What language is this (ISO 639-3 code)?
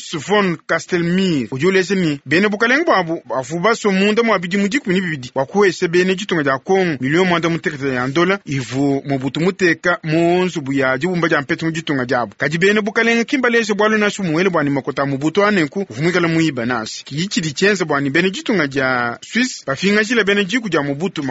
lua